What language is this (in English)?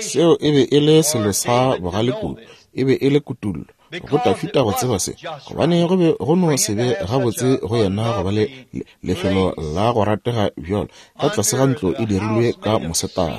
Northern Sotho